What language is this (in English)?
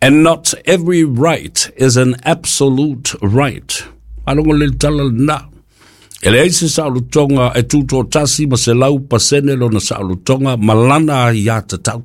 Samoan